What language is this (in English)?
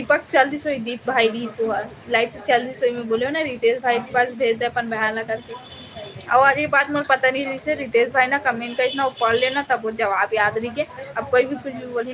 Chhattisgarhi